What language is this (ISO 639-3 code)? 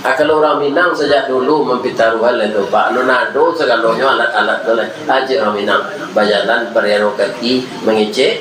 min